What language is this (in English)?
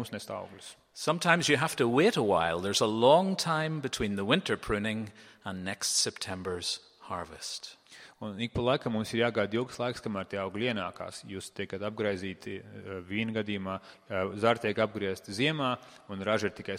Latvian